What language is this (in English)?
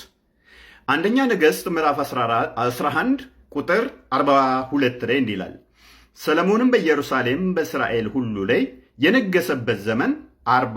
Amharic